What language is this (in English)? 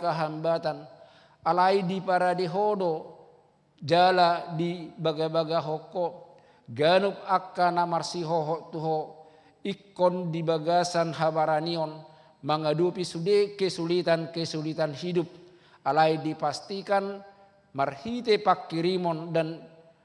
Batak Toba